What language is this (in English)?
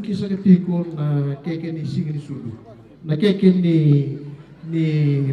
Fijian